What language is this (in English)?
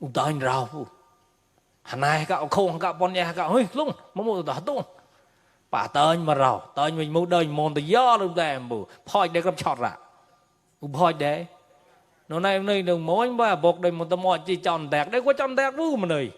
Mon